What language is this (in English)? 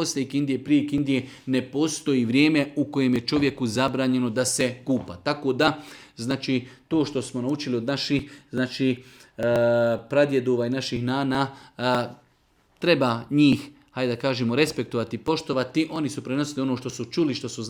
Serbian